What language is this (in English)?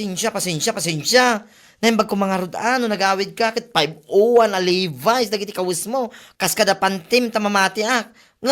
Iloko